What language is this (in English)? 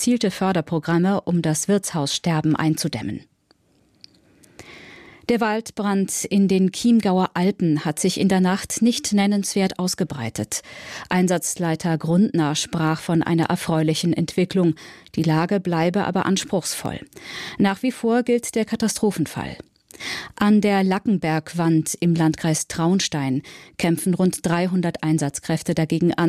German